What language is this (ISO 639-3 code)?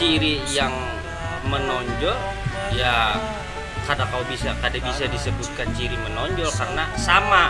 bjn